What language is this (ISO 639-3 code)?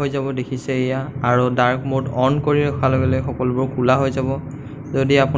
asm